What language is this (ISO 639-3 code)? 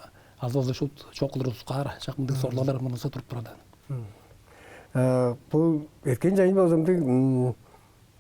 tyv